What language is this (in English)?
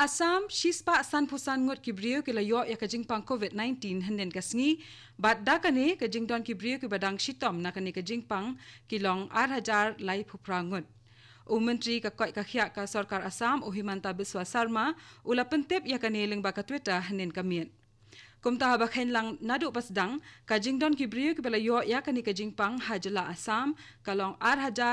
Khasi